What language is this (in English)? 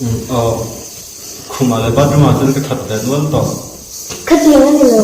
Mizo